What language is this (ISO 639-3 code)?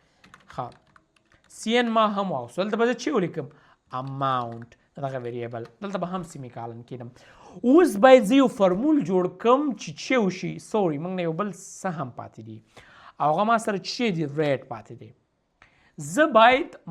pus